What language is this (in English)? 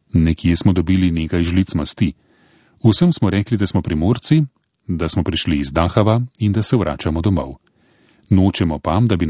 Slovenian